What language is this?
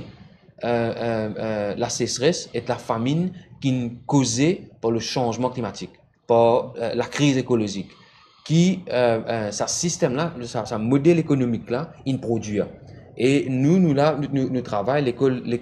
Morisyen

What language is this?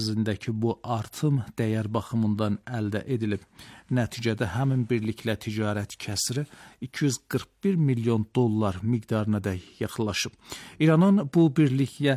Azerbaijani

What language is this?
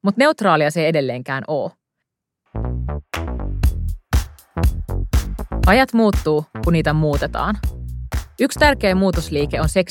Finnish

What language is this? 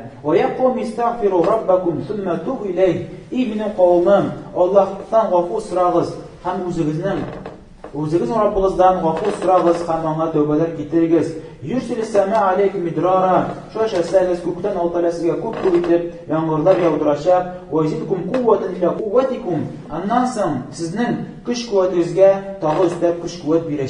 Tatar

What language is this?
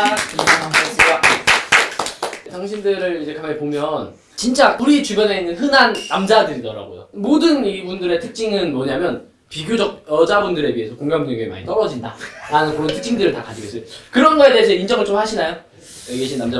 Korean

